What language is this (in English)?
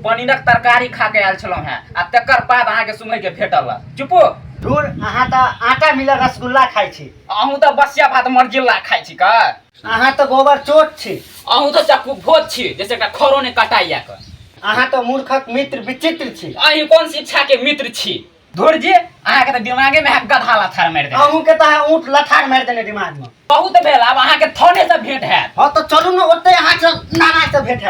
Maithili